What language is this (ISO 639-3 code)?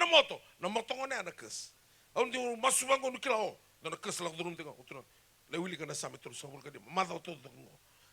fij